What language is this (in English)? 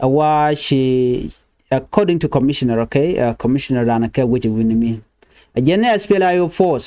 Nuer